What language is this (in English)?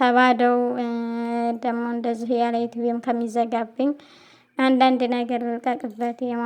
Amharic